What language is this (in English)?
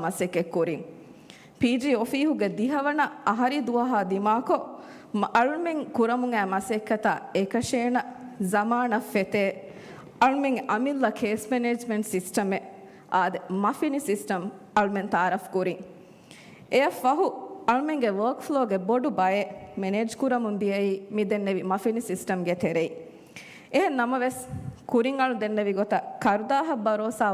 Divehi